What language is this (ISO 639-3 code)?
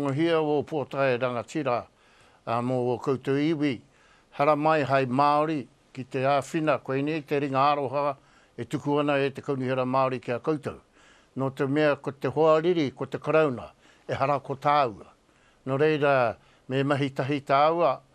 mri